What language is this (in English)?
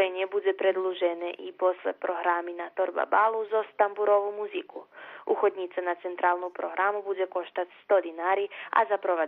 Rusyn